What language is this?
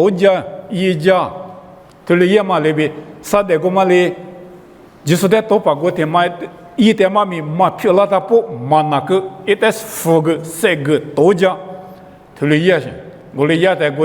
Lisu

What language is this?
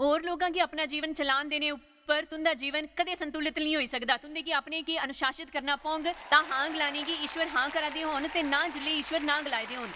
Dogri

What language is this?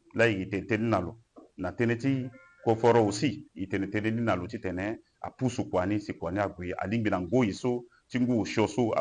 Sango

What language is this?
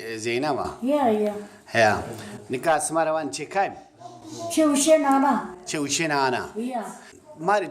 Zaza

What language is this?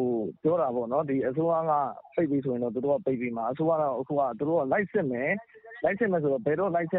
Burmese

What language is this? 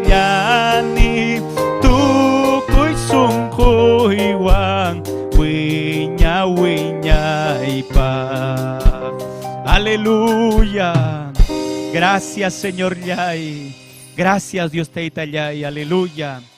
Ayacucho Quechua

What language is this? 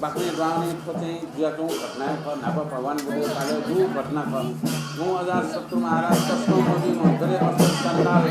Newari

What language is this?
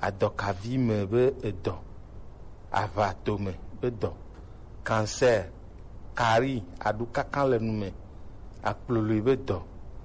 Gen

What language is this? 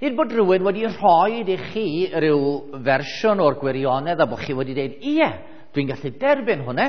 Welsh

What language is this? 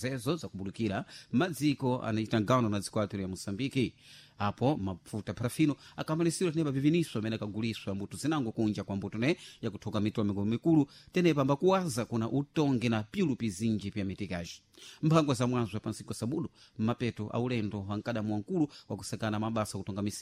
Sena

